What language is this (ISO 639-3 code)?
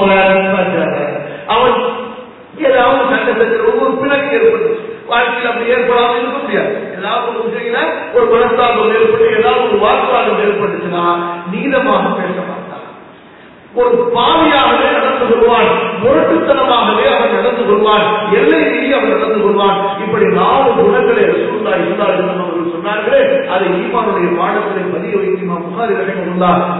tam